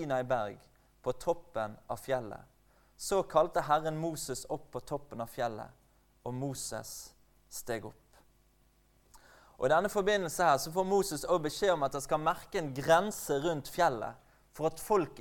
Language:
Norwegian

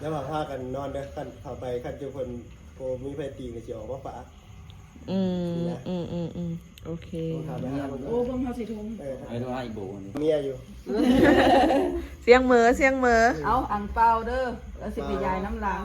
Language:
Lao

